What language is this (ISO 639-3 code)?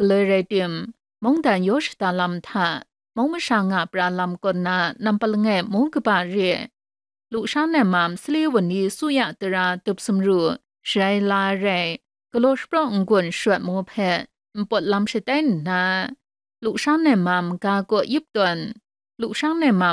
kac